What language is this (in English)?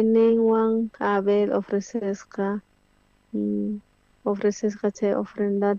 South Bolivian Quechua